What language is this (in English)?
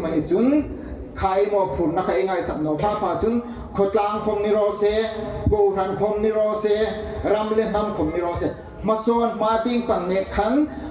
Hmar